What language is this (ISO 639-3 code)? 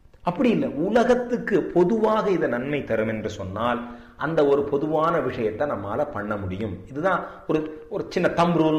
tam